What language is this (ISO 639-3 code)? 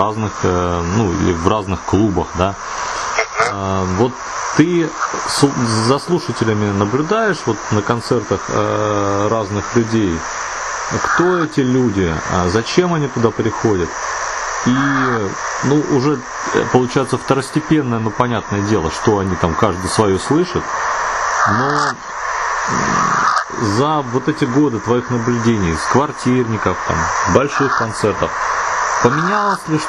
rus